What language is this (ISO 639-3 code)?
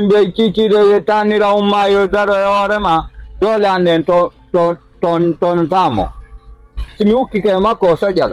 ful